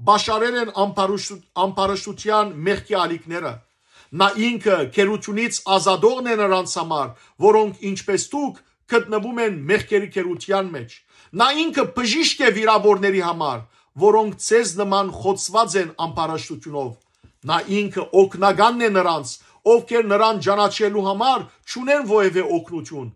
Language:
Western Armenian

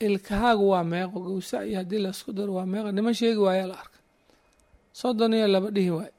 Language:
Somali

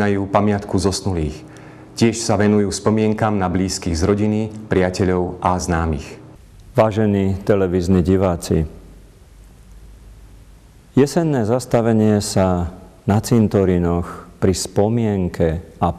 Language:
Slovak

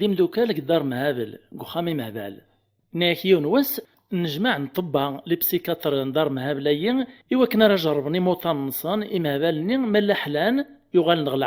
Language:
Kabyle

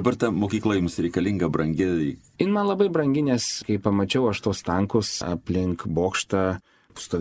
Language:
Lithuanian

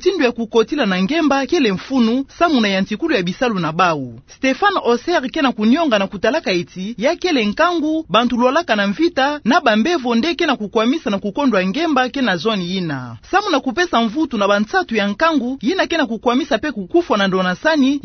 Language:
Kituba (Democratic Republic of Congo)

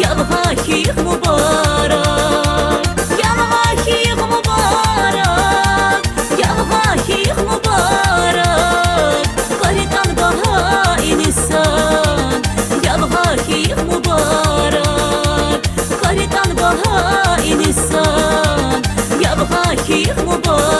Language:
Tabassaran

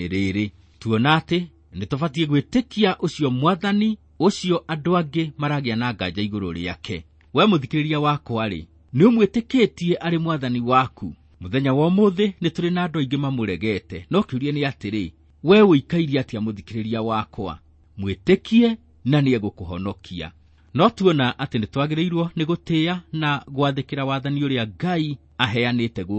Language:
Kikuyu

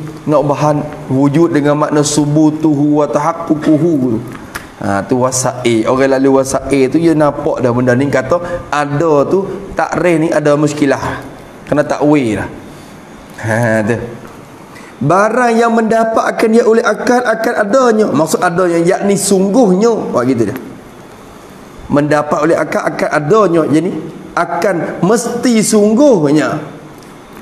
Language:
Malay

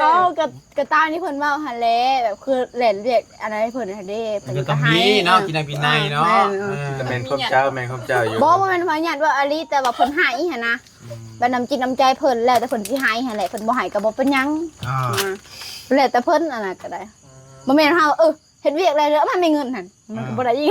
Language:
Northeastern Thai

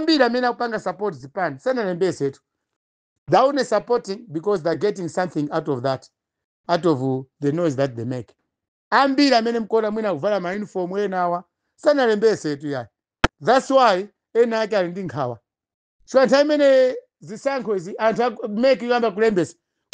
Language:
Nyanja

